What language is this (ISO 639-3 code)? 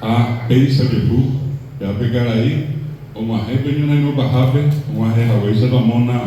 grn